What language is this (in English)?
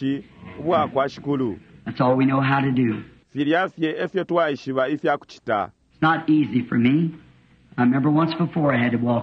Bemba